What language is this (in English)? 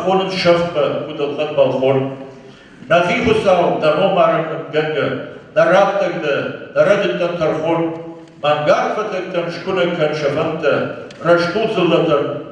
Ossetic